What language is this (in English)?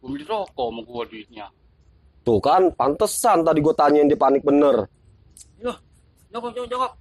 Betawi